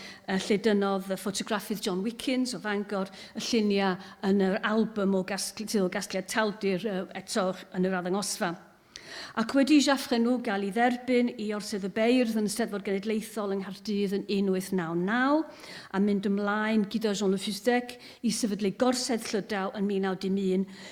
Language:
Welsh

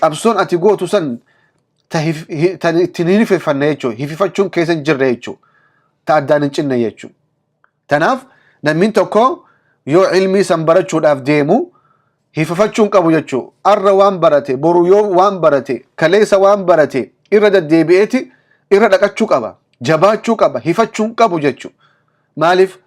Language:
Oromo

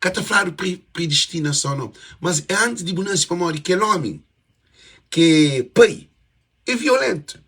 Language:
Kabuverdianu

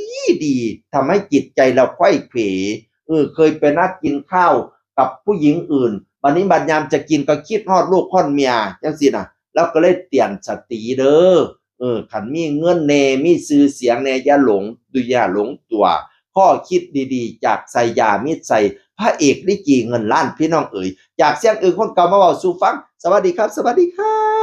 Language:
Northeastern Thai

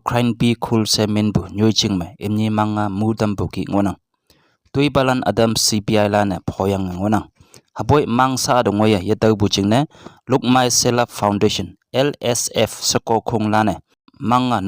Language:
Konyak Naga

